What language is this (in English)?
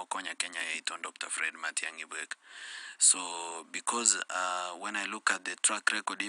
Gusii